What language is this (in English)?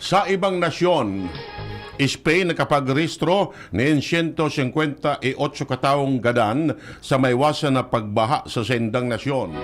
Bikol